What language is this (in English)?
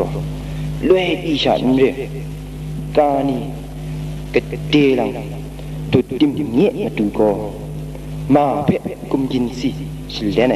Kachin